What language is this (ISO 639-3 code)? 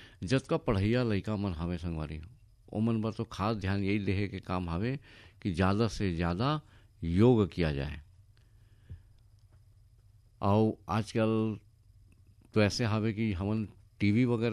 hne